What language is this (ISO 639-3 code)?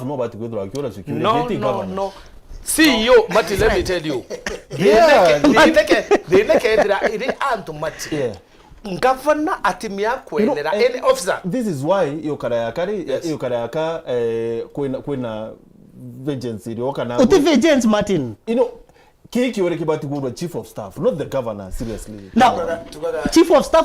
mer